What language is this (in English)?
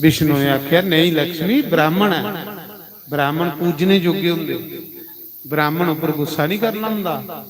Dogri